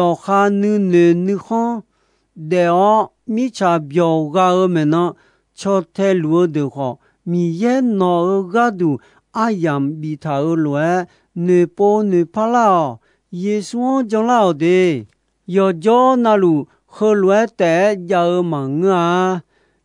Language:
Akha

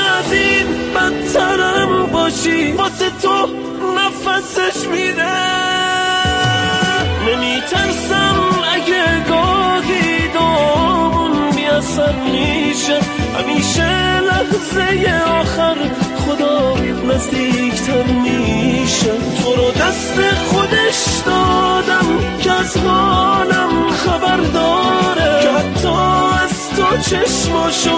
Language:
Persian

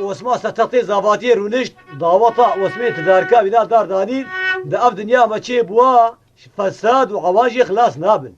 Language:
Kurdish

